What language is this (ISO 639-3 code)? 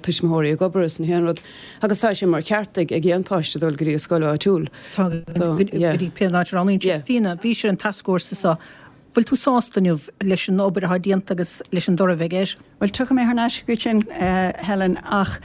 gle